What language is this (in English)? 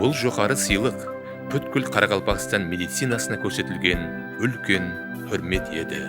Kara-Kalpak